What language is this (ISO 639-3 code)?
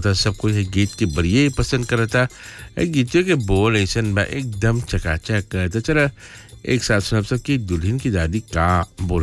bho